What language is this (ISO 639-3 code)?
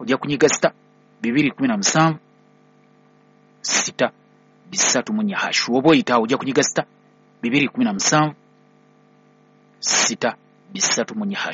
lug